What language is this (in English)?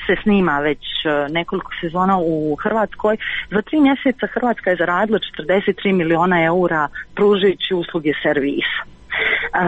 Croatian